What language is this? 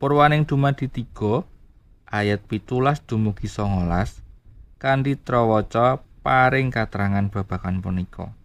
Javanese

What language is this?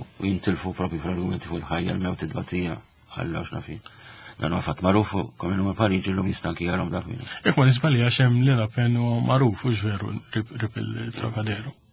Maltese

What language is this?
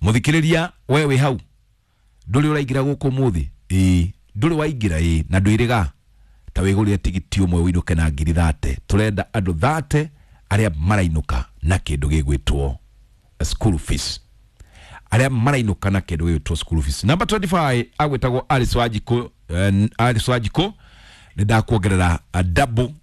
Kikuyu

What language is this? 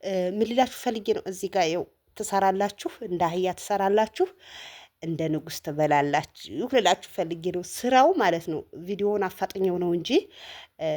Amharic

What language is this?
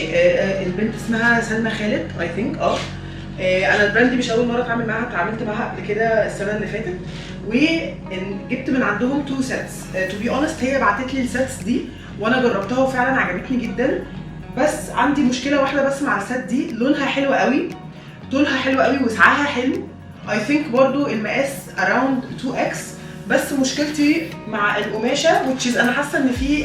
Egyptian Arabic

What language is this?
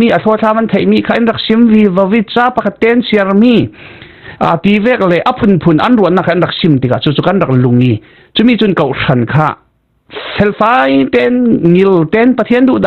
Falam Chin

